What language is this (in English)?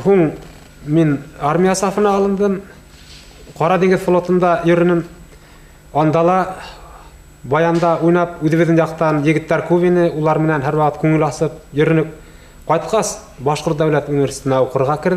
Bashkir